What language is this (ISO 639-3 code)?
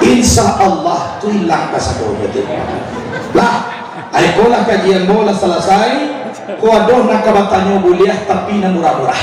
min